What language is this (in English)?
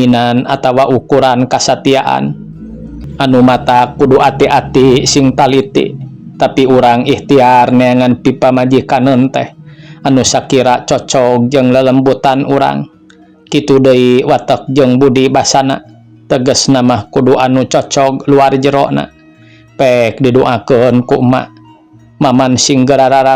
Sundanese